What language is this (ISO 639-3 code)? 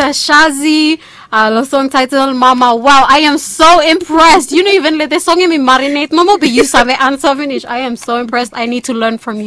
bis